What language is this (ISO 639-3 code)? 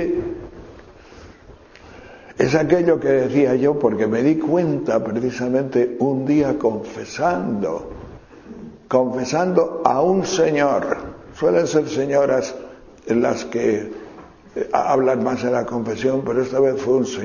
spa